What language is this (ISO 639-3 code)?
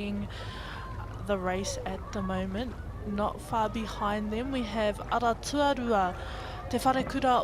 mri